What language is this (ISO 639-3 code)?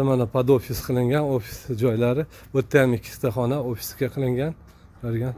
uzb